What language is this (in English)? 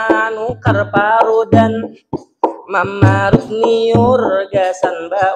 Banjar